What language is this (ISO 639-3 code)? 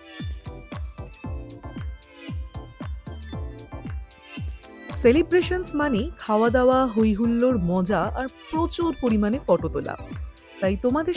ben